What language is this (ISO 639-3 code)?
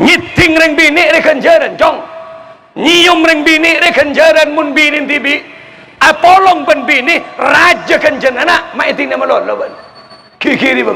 mad